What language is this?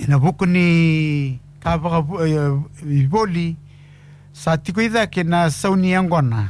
Fijian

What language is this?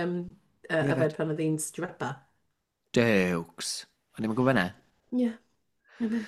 Welsh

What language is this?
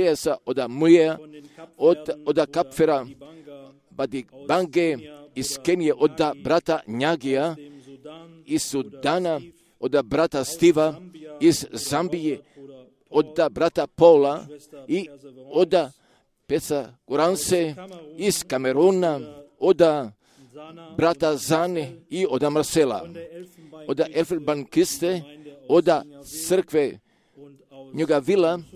Croatian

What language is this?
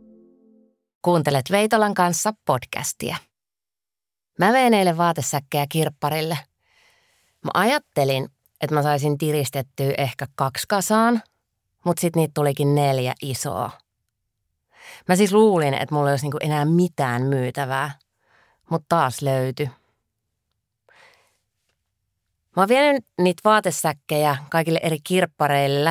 Finnish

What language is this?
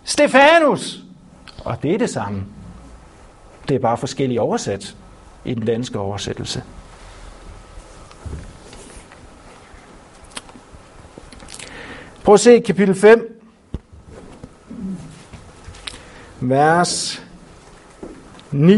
Danish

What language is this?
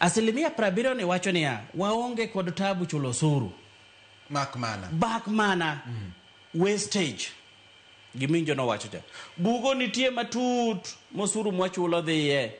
Luo (Kenya and Tanzania)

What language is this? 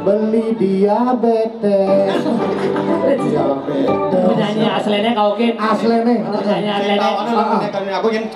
Balinese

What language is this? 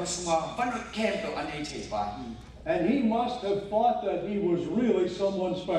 Tedim Chin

